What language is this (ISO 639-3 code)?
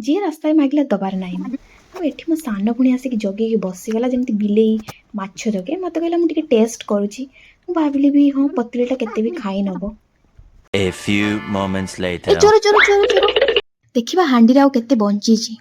ori